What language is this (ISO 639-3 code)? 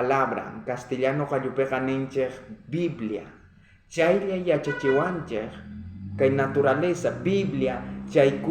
quh